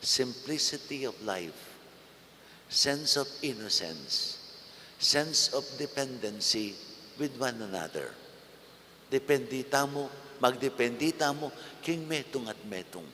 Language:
Pampanga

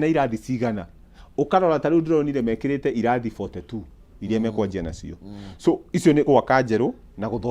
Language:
Kikuyu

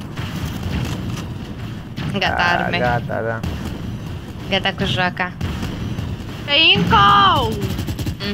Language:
Romanian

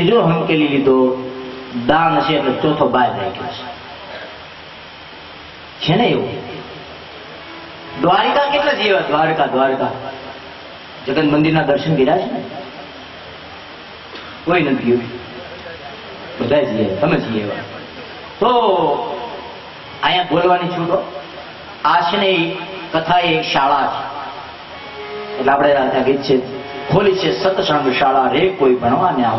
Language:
Gujarati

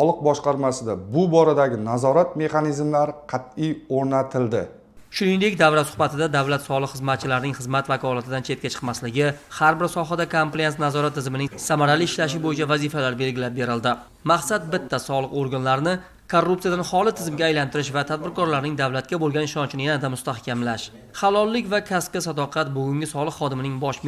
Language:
Uzbek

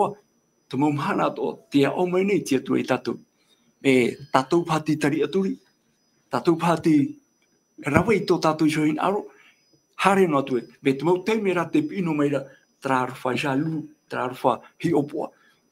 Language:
Tahitian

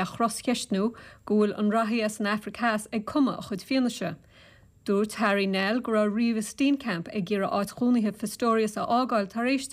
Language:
Irish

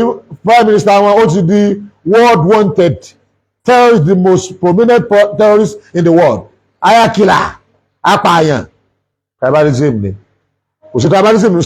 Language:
Yoruba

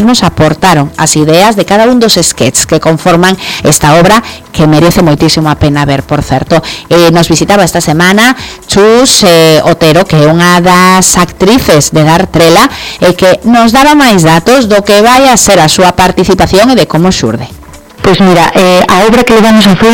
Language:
Galician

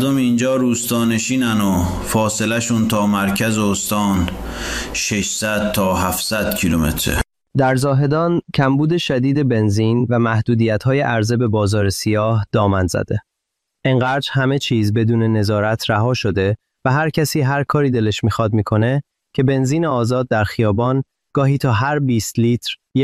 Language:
Persian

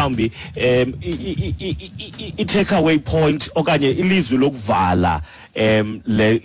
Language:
Xhosa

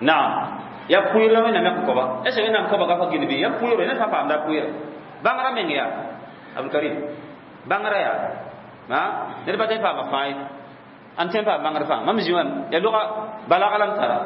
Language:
Mossi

